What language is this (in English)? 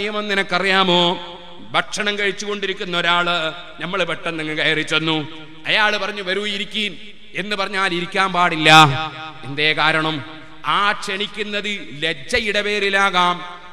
Malayalam